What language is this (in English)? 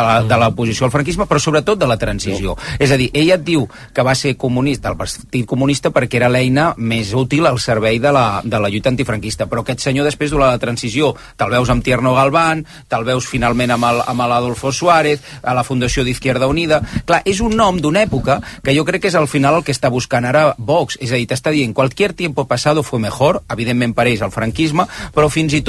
Catalan